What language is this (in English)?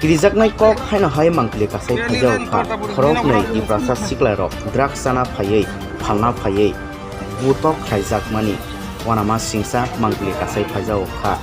Kok Borok